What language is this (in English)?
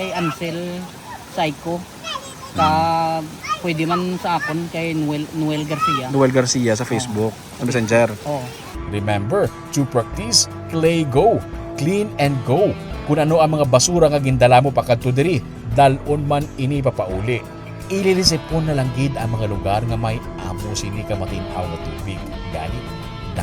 Hiligaynon